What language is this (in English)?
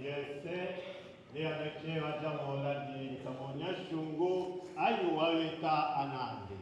Tetela